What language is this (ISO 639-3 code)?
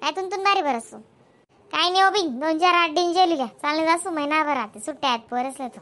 khn